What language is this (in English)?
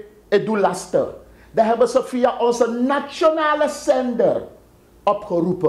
Sranan Tongo